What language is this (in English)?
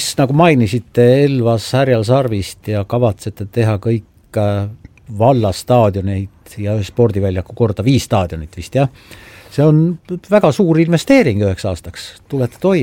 Estonian